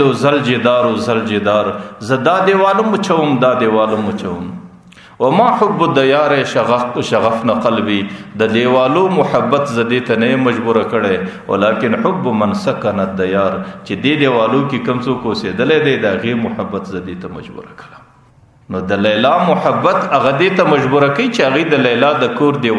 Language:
Pashto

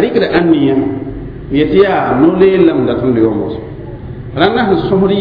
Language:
Mossi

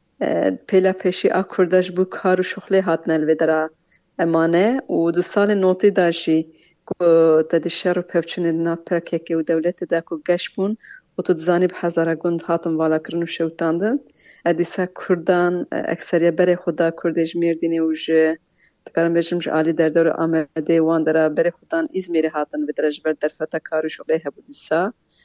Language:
Kurdish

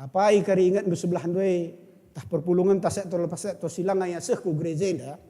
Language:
Batak Karo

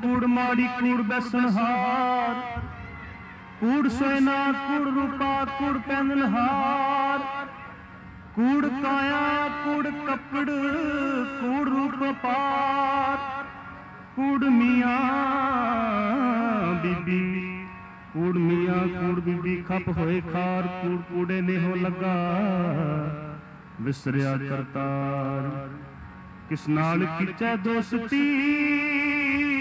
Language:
Punjabi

